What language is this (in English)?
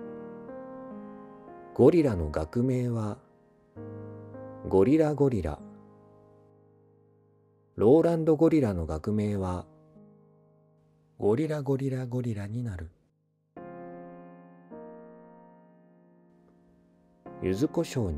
Japanese